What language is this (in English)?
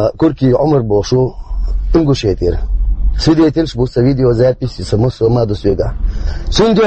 Chechen